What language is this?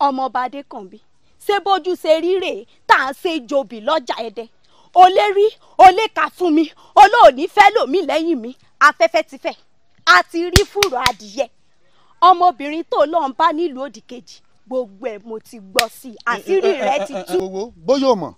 Yoruba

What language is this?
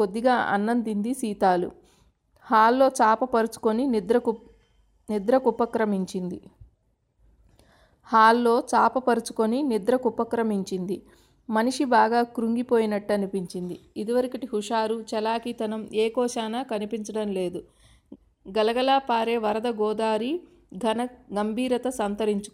Telugu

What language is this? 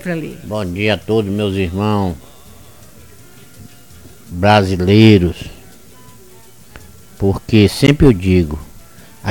Portuguese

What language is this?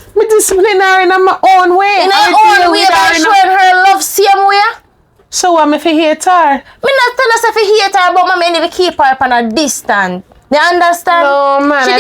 Jamaican Creole English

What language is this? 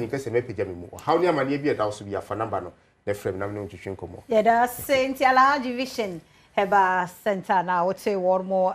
Akan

